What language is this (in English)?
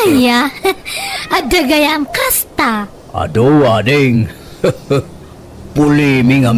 Iloko